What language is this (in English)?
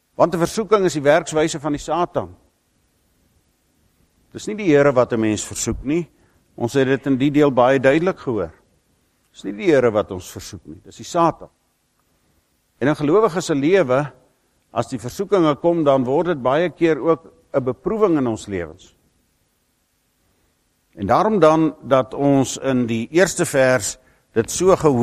Afrikaans